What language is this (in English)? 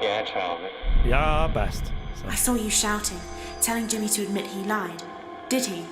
Bavarian